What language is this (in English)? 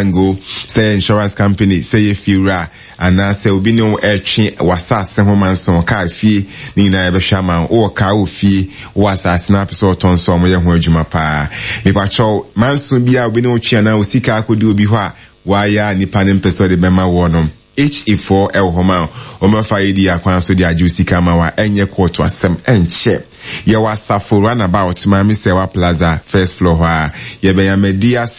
Akan